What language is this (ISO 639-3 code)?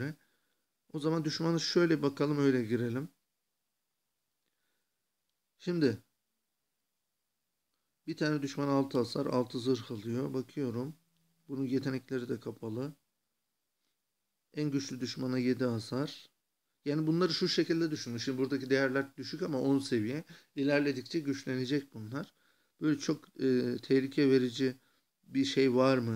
tur